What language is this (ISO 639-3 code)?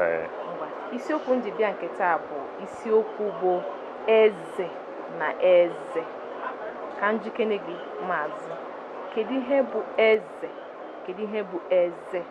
ibo